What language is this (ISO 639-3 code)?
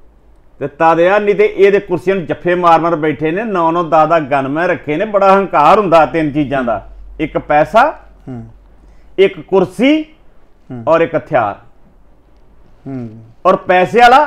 pan